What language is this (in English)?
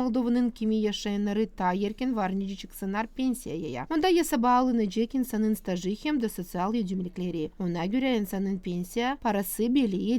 Gagauz